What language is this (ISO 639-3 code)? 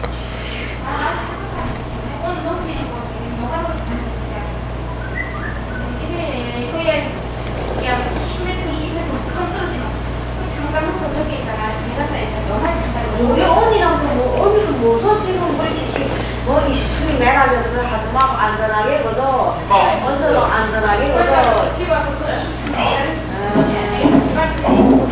kor